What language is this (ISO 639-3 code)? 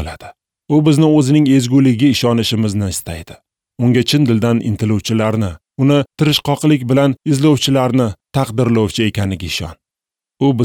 uzb